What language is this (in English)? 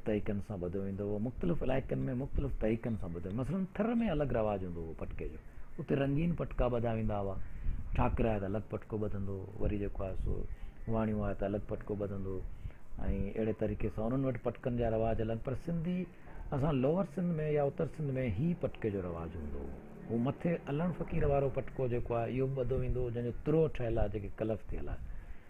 Sindhi